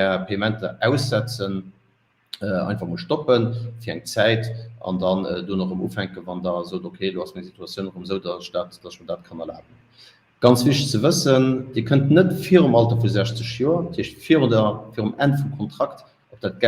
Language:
Luxembourgish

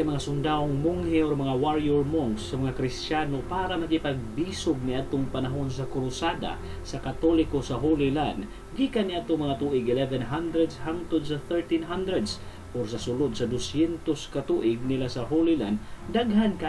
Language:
Cebuano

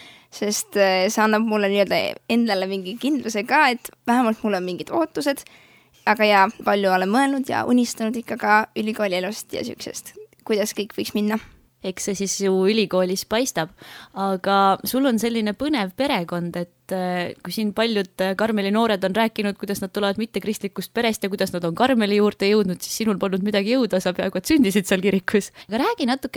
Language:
Estonian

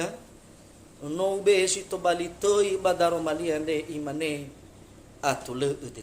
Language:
Nias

